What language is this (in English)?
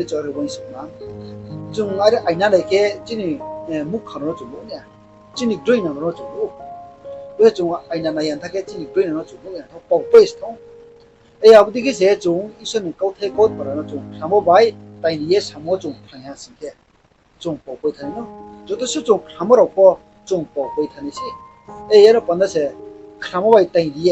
Riang (India)